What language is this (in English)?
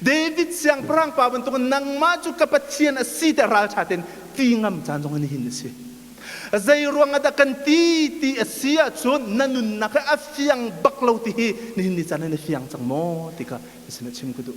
Hakha Chin